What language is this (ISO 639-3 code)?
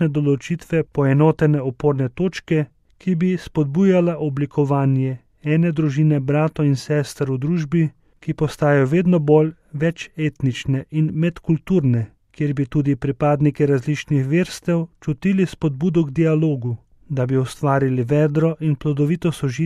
slv